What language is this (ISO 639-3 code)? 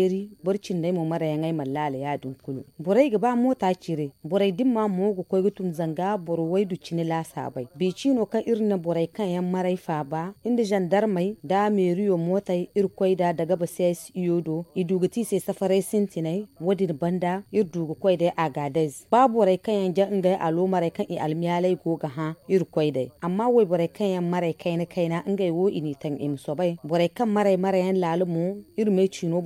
dje